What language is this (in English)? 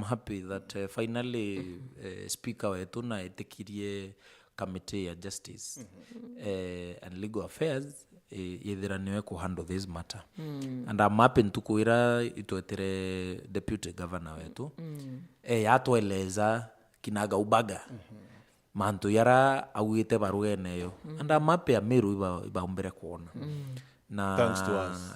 Meru